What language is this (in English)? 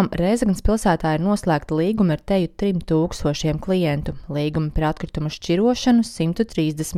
Latvian